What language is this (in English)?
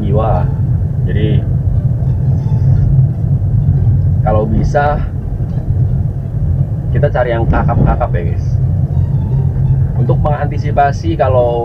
Indonesian